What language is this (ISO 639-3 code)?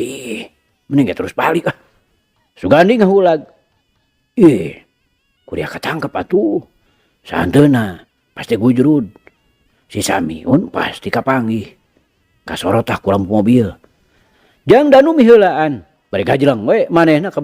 sun